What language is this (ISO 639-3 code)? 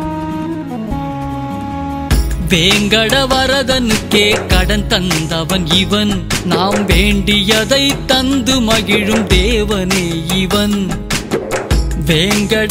tam